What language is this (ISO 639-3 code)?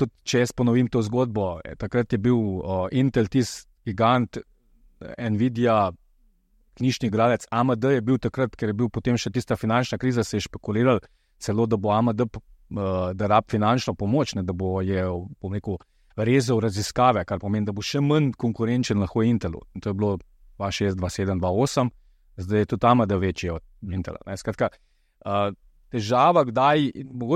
slv